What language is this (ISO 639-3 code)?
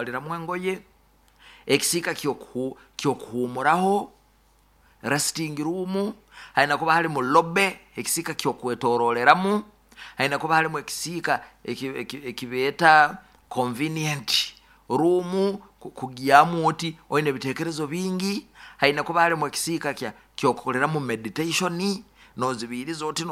nyo